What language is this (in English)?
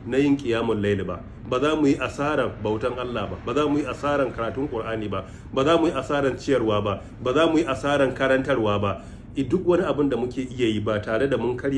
Hausa